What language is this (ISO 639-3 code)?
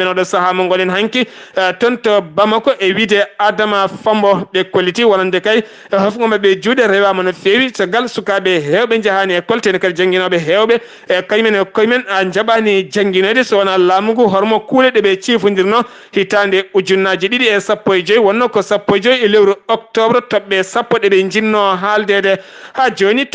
ful